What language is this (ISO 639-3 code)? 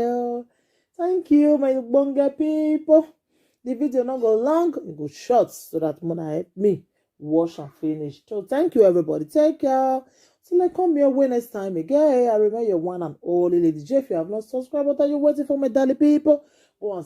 pcm